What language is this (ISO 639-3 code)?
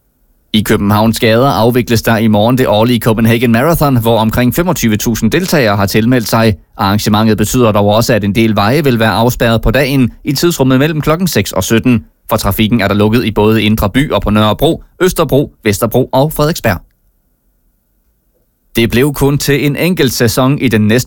dan